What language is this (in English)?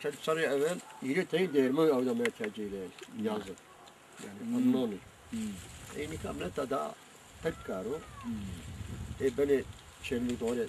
Zaza